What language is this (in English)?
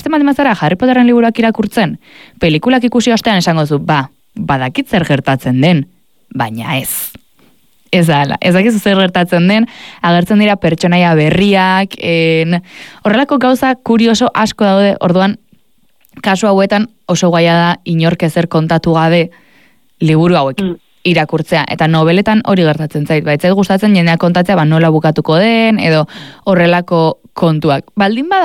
Basque